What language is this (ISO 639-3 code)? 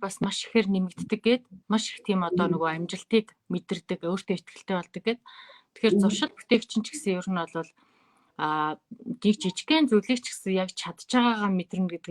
mon